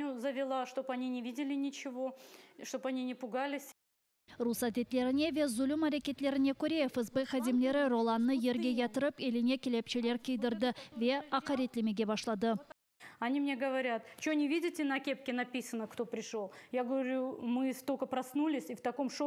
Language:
Crimean Tatar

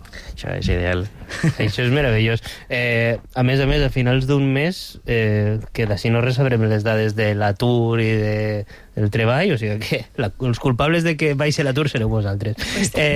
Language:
Catalan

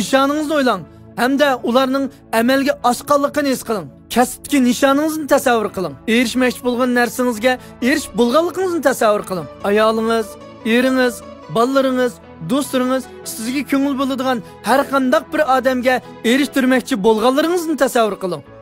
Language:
Uyghur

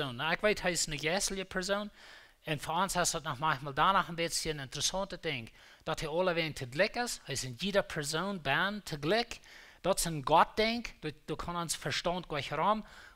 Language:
Plautdietsch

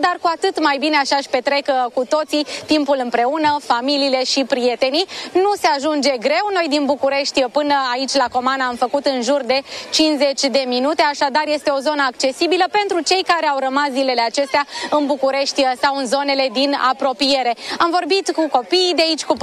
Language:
Romanian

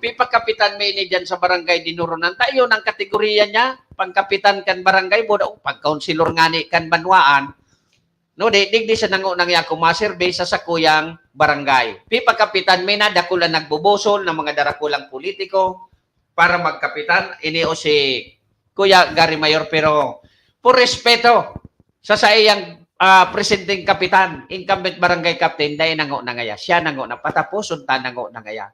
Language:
Bikol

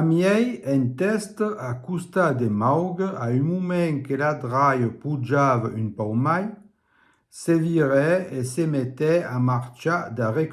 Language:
Occitan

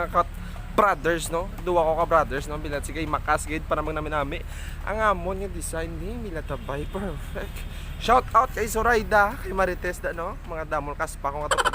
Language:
Hiligaynon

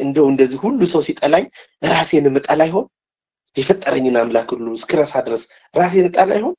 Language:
Amharic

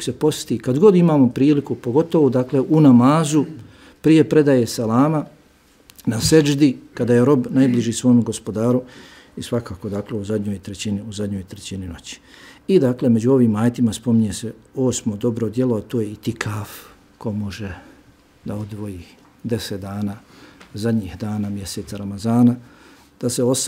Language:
Bosnian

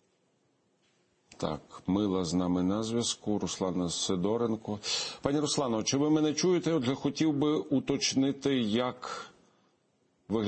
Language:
Ukrainian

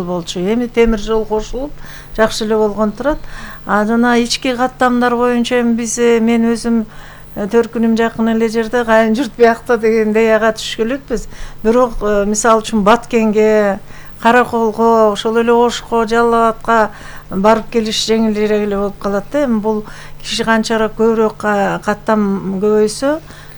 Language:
Kyrgyz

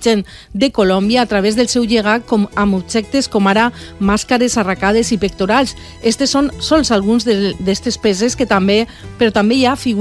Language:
Catalan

